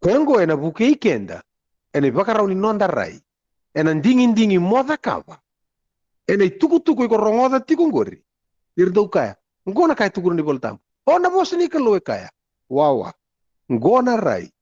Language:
Fijian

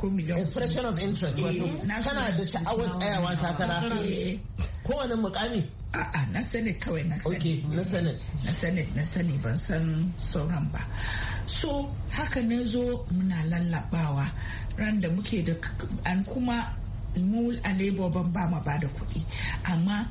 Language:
Hausa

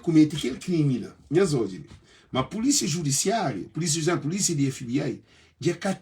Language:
Kabuverdianu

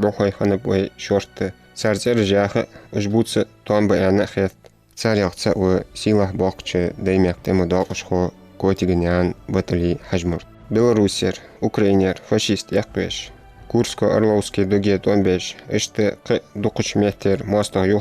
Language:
Ingush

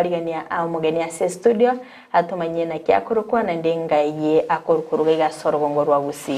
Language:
Gusii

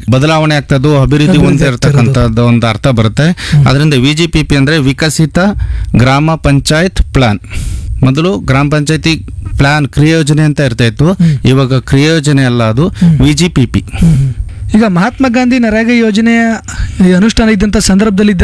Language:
Kannada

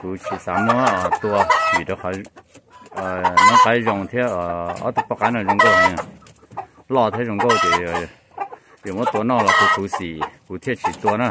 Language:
Hmong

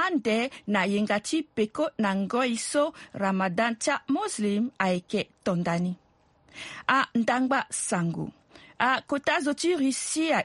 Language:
Sango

